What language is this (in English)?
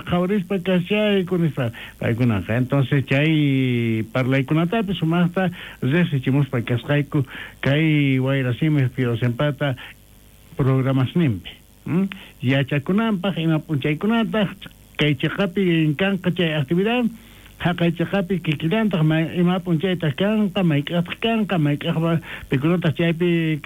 South Bolivian Quechua